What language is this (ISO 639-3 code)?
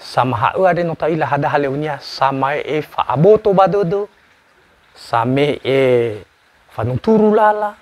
nia